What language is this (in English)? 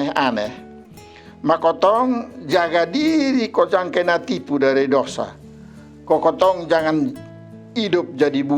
Kupang Malay